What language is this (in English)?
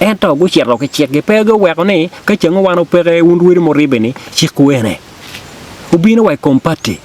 Acoli